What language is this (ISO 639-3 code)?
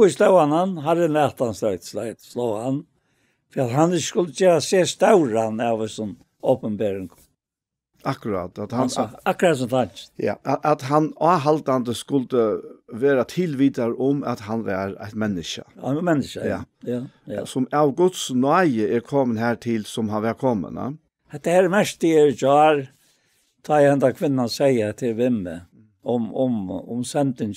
fao